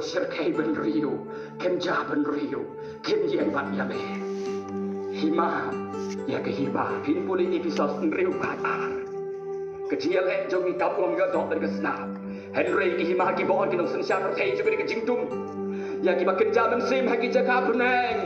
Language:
Khasi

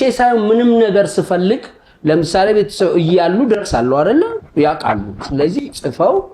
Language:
Amharic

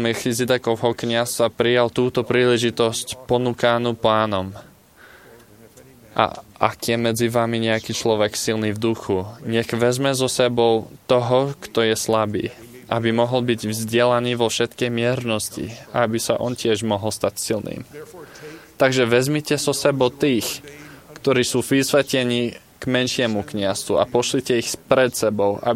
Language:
Slovak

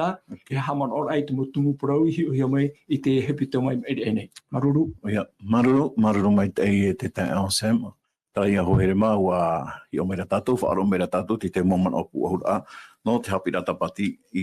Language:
Tahitian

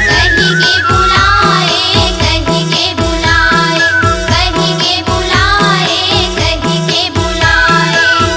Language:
Chhattisgarhi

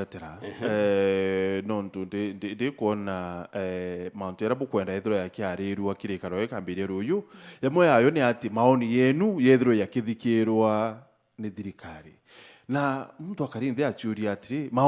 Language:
Meru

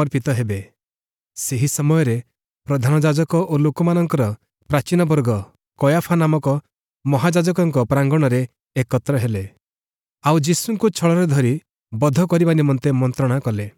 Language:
Odia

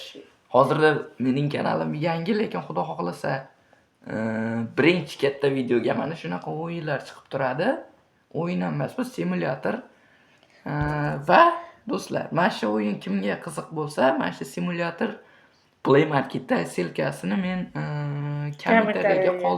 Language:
Uzbek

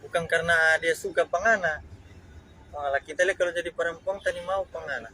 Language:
Manado Malay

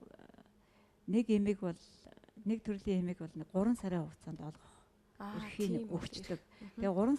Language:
Mongolian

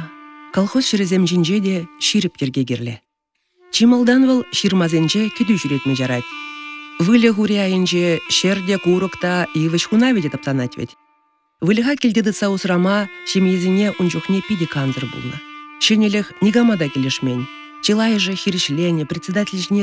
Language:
Chuvash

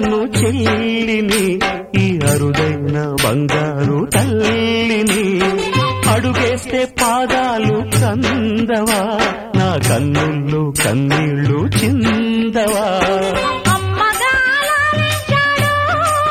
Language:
Telugu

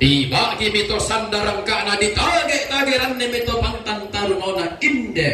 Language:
Toraja-Sa'dan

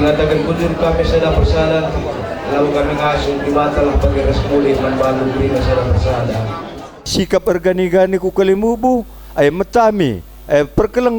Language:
Batak Karo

